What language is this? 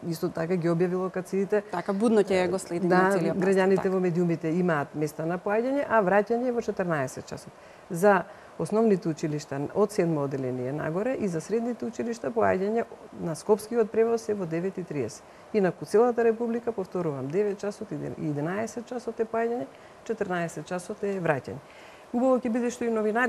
Macedonian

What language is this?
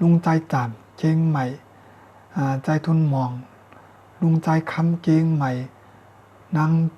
Shan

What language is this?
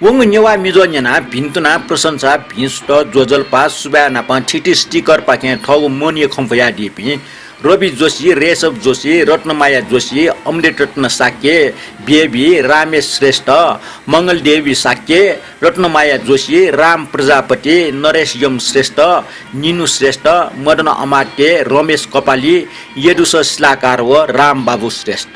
Newari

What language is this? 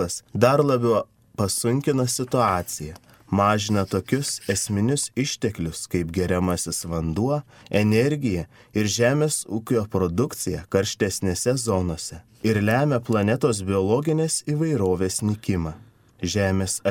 Lithuanian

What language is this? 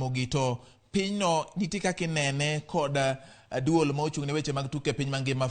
Luo (Kenya and Tanzania)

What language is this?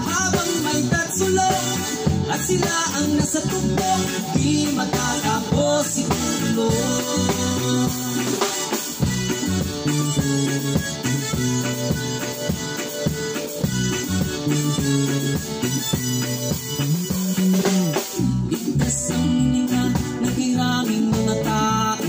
Filipino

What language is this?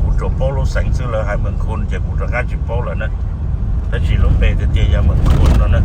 Hmong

